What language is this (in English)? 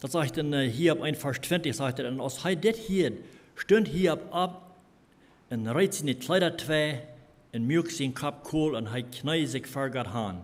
Plautdietsch